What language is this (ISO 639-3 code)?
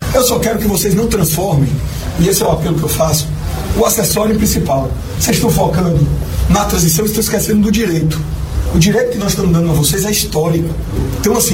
por